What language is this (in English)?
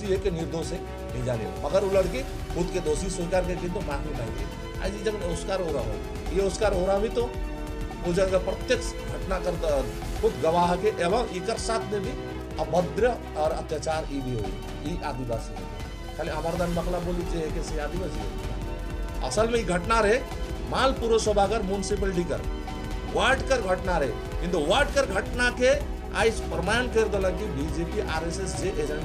Sadri